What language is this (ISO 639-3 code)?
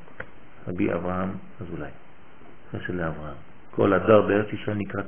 heb